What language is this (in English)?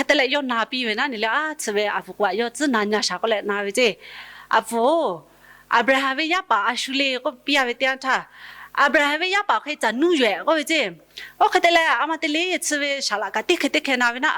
Lahu